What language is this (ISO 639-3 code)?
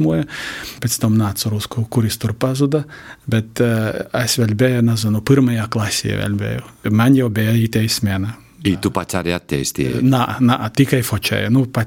lav